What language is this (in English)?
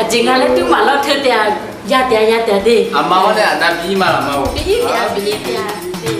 Akha